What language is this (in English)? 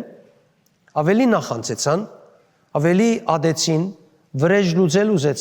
Western Armenian